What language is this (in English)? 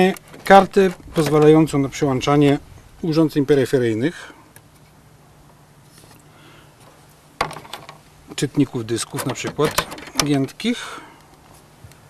Polish